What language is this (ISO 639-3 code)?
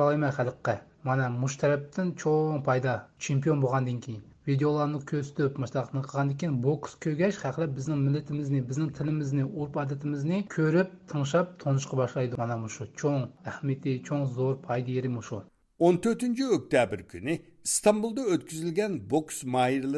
uig